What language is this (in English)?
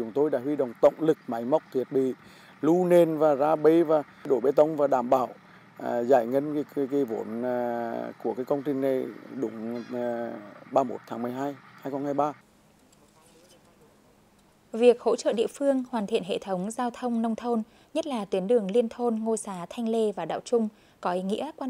Vietnamese